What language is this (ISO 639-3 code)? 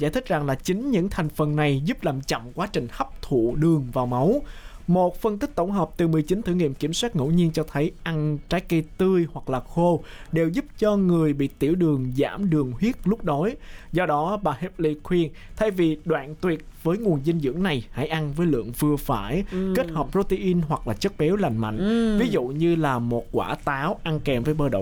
vie